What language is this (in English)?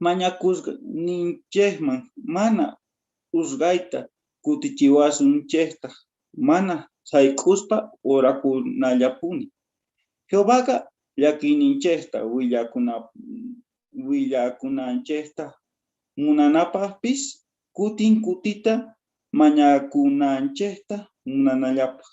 South Bolivian Quechua